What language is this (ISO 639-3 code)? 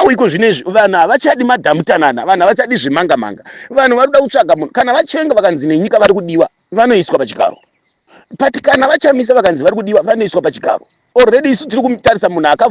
sna